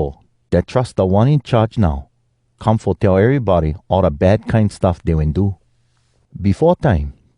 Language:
Hawai'i Creole English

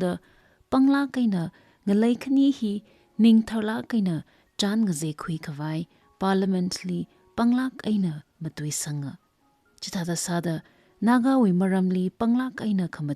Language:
Tangkhul Naga (India)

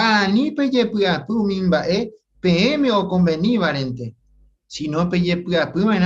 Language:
Guarani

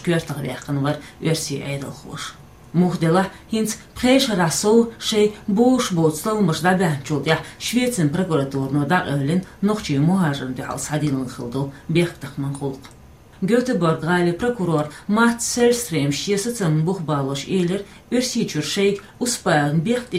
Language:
Chechen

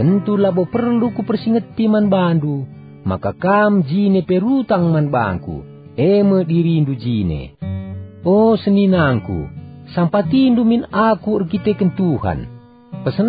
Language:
Batak Karo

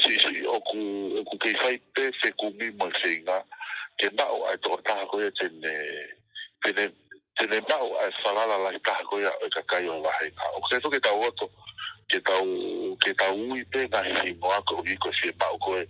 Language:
Tongan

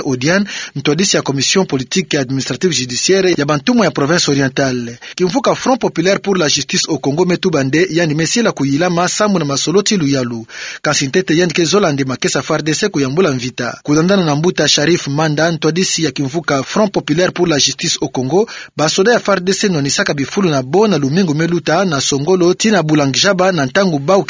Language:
Kituba (Democratic Republic of Congo)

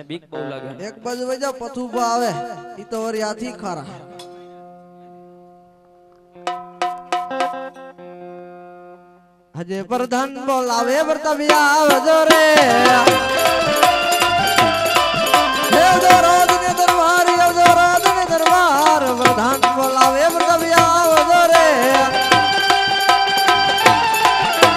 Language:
Gujarati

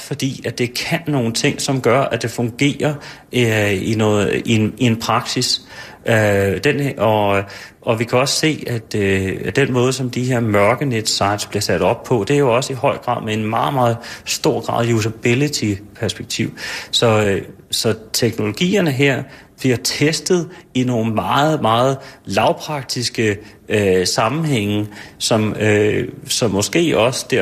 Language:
Danish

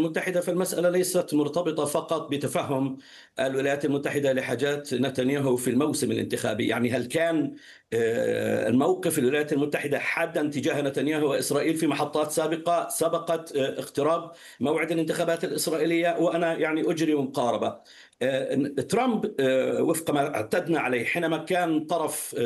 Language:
Arabic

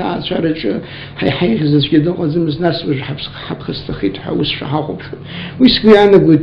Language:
Abkhazian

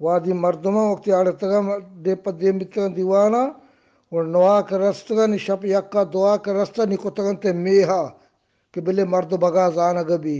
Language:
Eastern Balochi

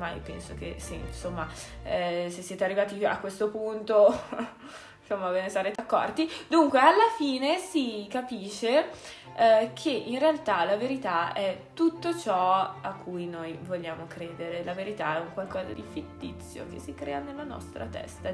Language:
Italian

